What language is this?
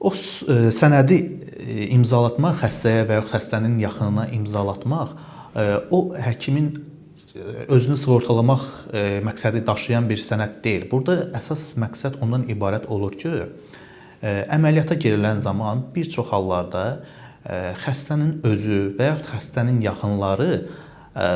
Azerbaijani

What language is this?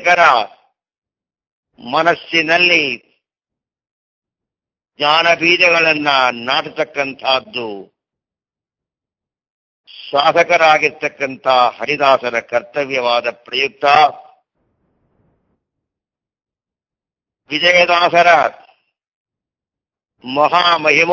Kannada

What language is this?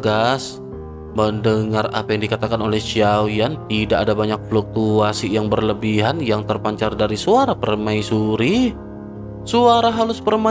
Indonesian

